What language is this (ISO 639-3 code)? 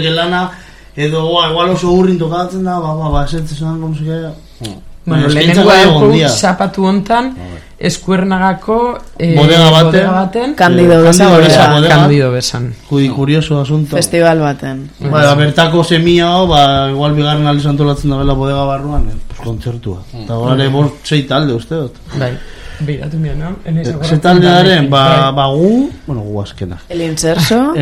eus